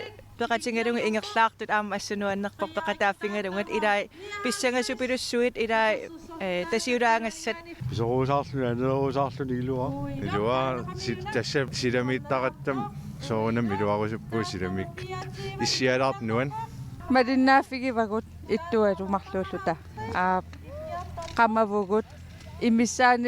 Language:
Kalaallisut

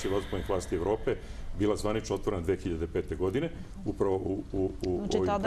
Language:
Serbian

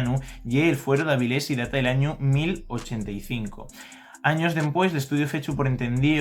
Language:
Asturian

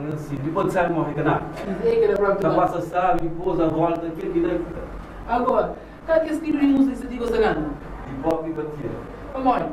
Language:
Kabuverdianu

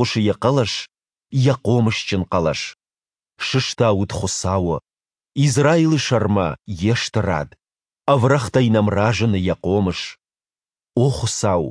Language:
Ossetic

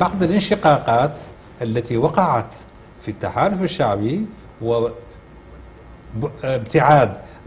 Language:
Arabic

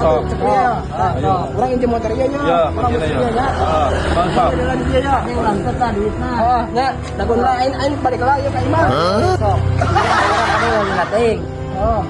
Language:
Sundanese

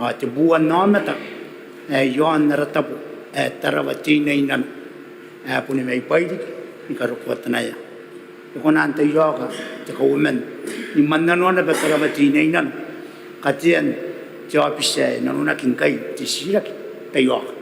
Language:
Gilbertese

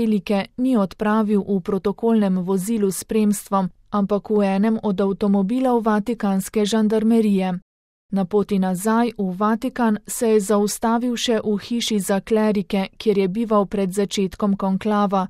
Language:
Slovenian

